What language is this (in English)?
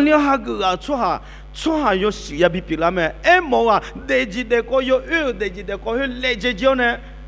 Akha